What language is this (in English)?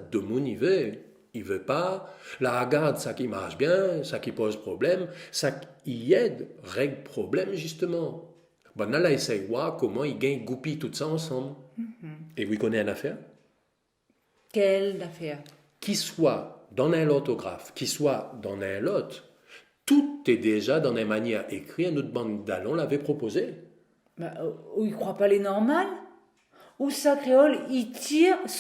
Réunion Creole French